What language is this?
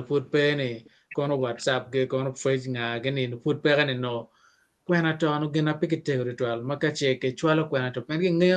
Acoli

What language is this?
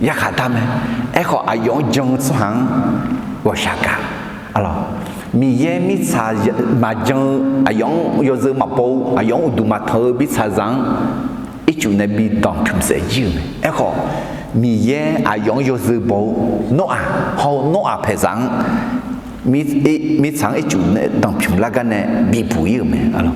Akha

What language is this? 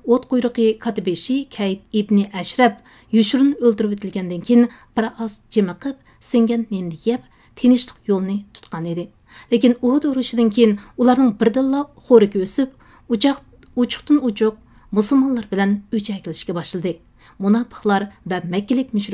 Uyghur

